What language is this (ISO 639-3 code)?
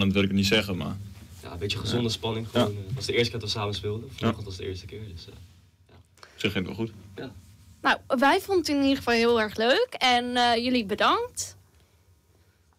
nld